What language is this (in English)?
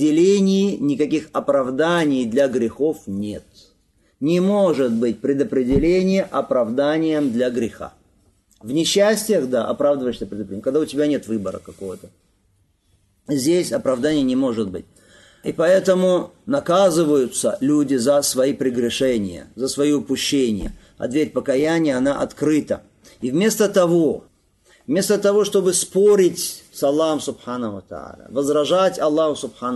Russian